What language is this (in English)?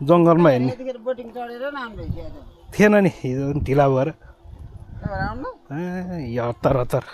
Nepali